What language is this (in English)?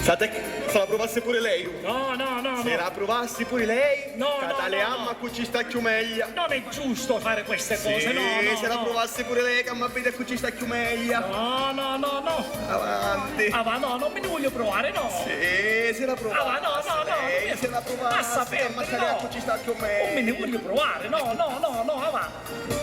Sicilian